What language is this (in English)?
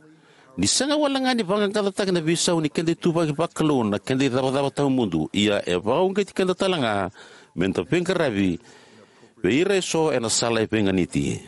Fijian